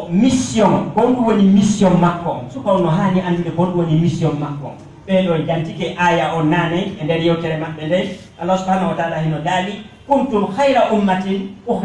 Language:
Fula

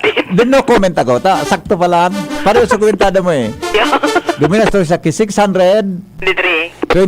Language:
Bikol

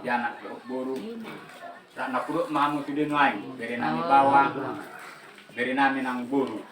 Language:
Batak Toba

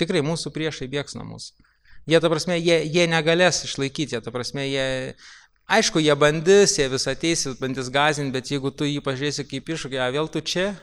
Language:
Lithuanian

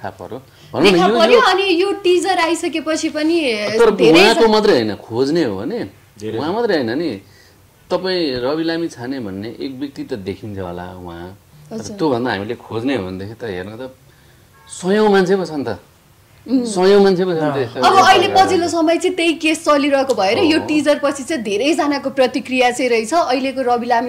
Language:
Nepali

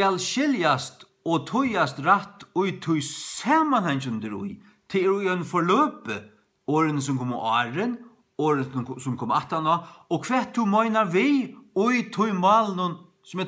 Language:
Faroese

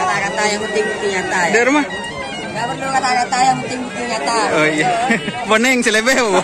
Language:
Madurese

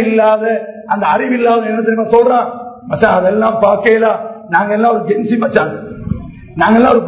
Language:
Tamil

